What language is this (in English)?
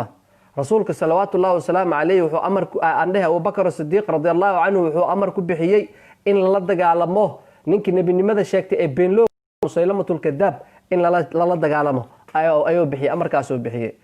Somali